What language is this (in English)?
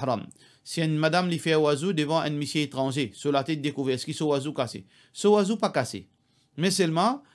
Morisyen